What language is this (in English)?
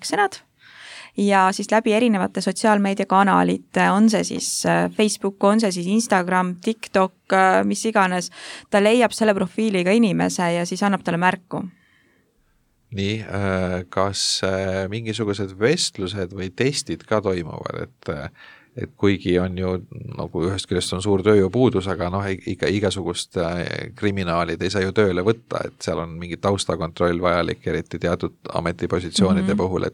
Estonian